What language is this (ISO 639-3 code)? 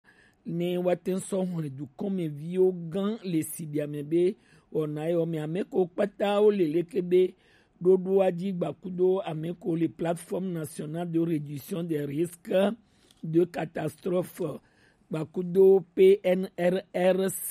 gej